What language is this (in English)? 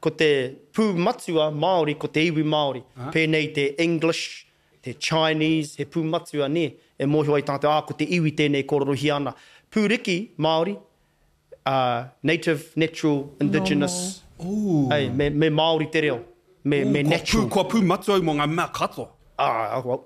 Māori